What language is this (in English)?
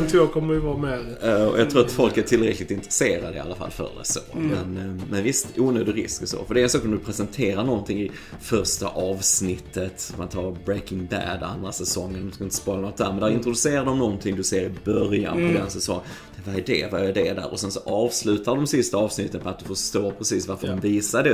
Swedish